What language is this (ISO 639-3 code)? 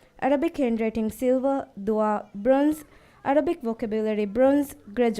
div